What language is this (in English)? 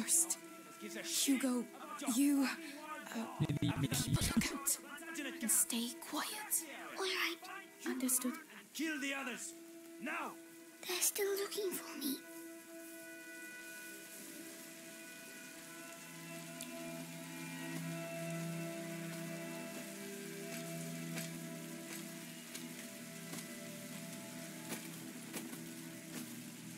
English